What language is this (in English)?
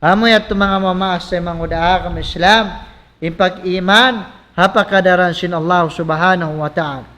Tausug